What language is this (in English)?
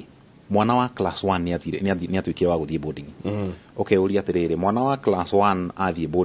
Kikuyu